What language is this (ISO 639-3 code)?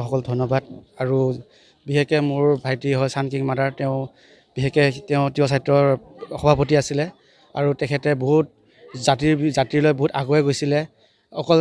asm